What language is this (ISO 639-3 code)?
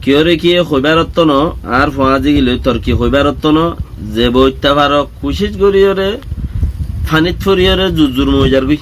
rhg